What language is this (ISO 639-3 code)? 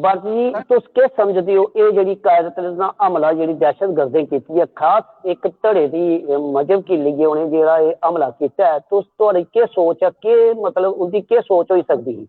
doi